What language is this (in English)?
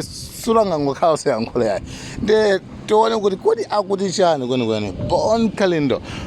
Nyanja